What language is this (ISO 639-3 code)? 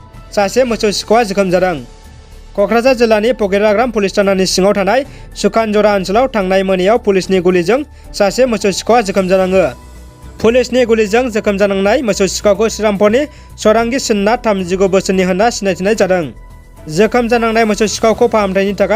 brx